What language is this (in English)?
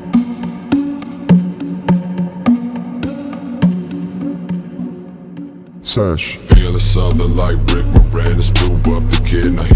English